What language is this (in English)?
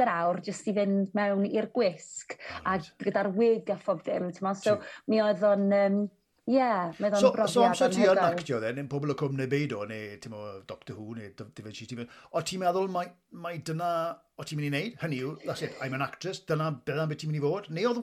Welsh